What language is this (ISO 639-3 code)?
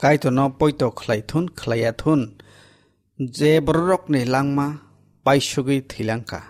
trp